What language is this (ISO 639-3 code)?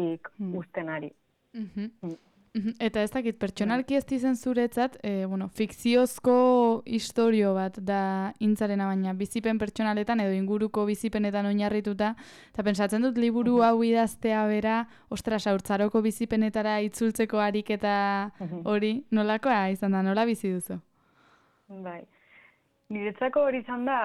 eus